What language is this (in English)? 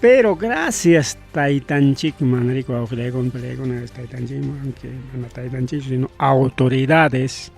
Ayacucho Quechua